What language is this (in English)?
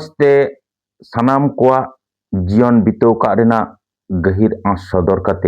Santali